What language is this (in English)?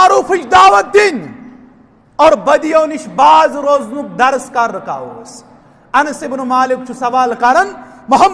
Kashmiri